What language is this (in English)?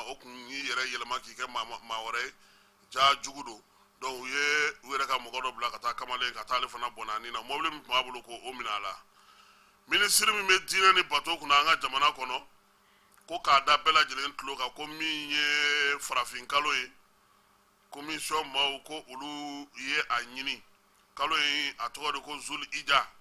Bambara